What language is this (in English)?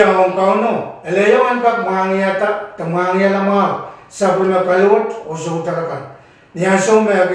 Pohnpeian